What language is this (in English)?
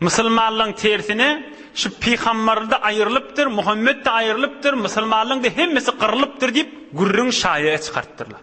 Turkmen